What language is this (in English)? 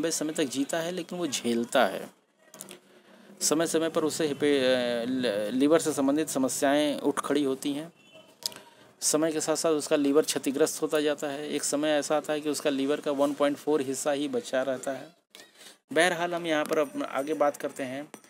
Hindi